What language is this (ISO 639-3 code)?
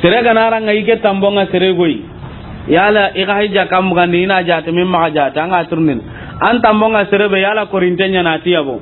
snk